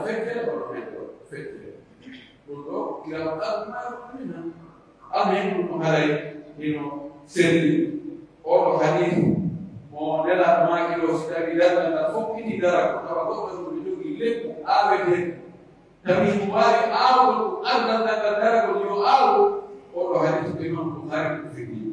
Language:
Pular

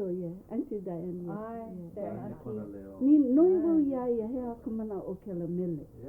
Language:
Hawaiian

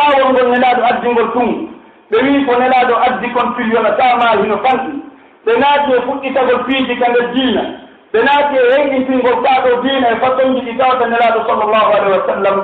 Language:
Pular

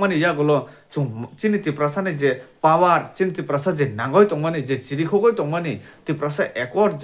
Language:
Kok Borok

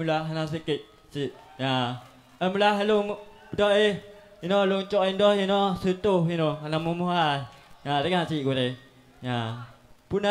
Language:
Achinese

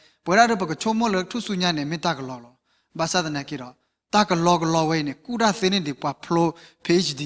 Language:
S'gaw Karen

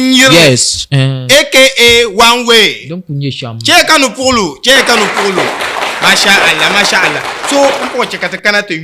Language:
Dagbani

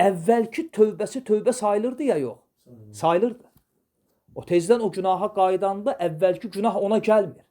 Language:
Azerbaijani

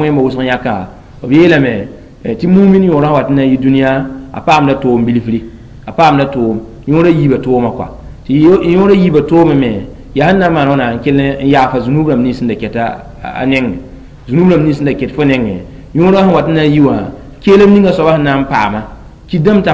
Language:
Mossi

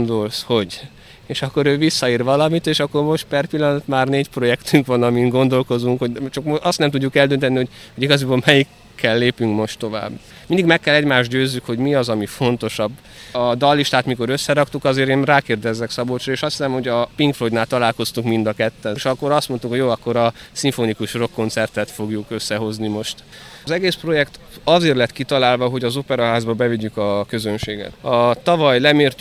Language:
Hungarian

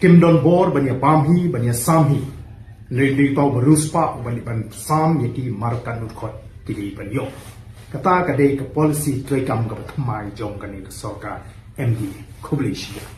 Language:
Khasi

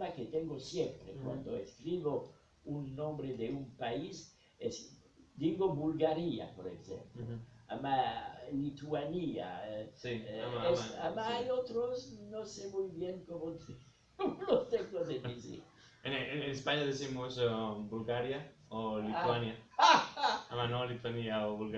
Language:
Ladino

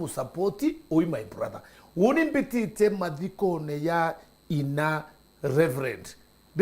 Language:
Meru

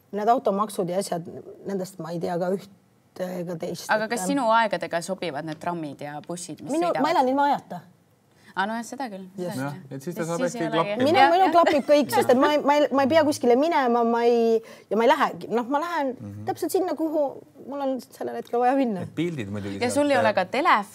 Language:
Estonian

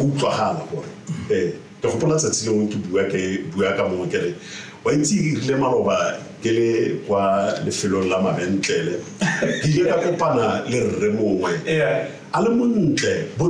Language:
Tswana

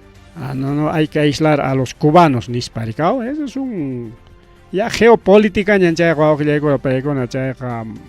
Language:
Ayacucho Quechua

